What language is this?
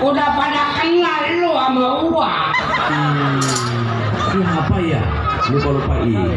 Betawi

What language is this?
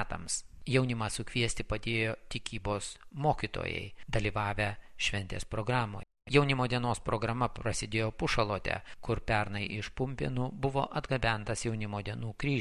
Lithuanian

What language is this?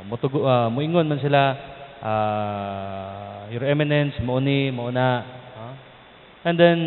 Cebuano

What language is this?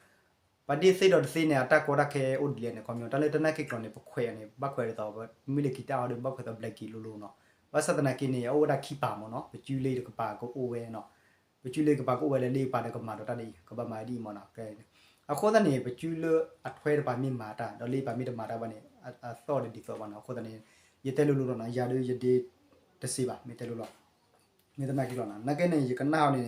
S'gaw Karen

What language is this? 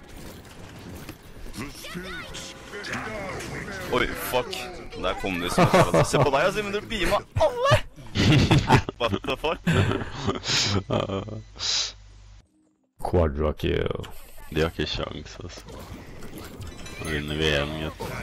Norwegian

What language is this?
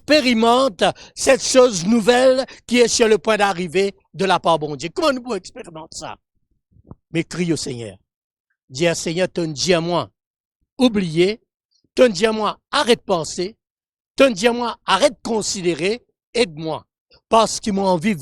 Morisyen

